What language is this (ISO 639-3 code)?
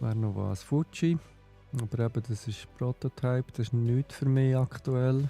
gsw